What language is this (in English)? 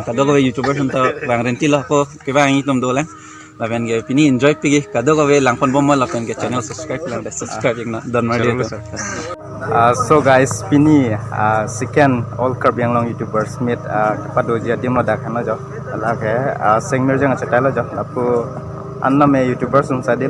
Karbi